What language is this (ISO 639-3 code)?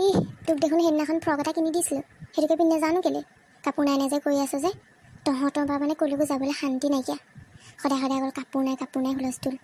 asm